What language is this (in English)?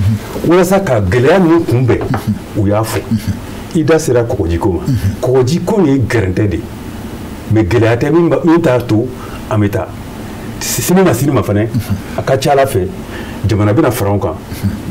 Bambara